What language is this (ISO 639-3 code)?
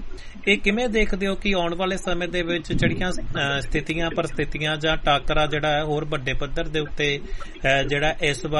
pan